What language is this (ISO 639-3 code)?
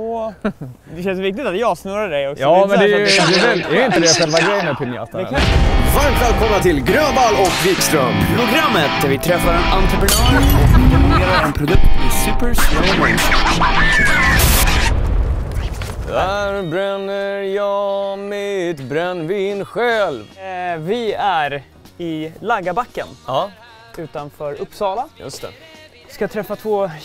swe